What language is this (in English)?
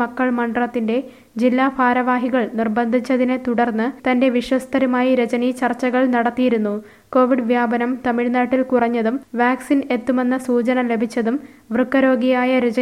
Malayalam